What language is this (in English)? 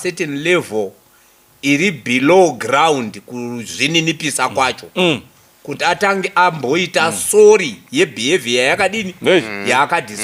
Shona